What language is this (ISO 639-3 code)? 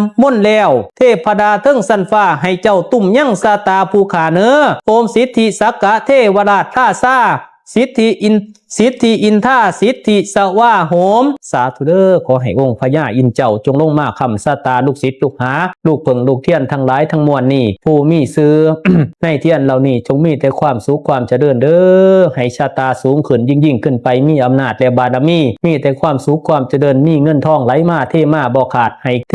pli